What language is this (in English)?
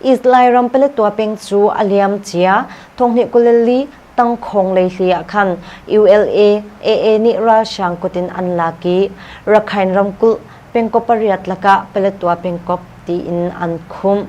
Hakha Chin